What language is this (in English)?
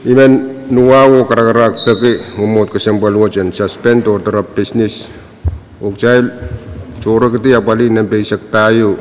Pohnpeian